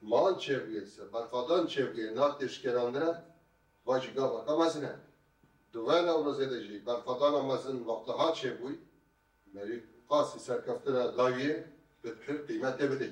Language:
Kurdish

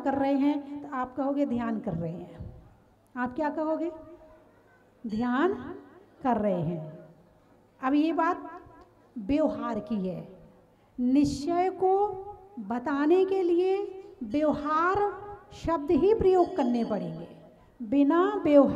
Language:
Hindi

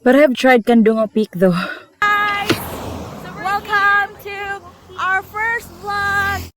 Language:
Cebuano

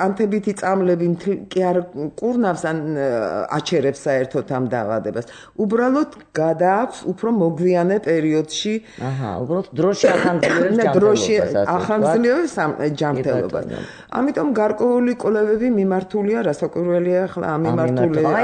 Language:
Georgian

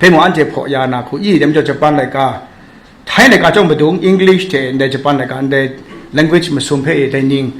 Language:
Kachin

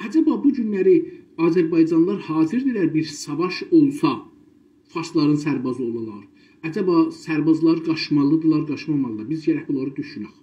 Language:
South Azerbaijani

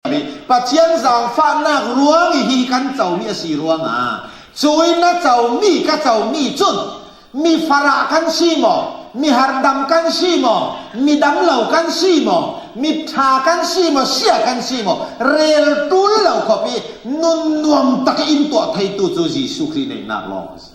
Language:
Falam Chin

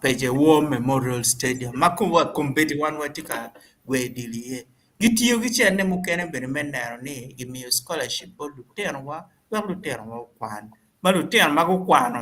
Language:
Acoli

